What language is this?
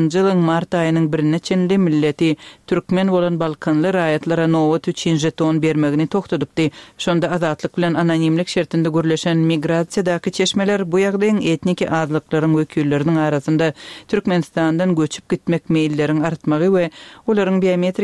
Turkmen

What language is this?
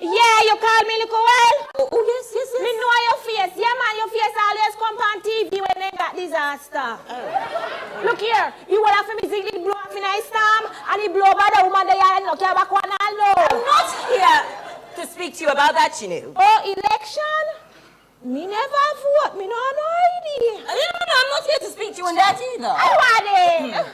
Jamaican Creole English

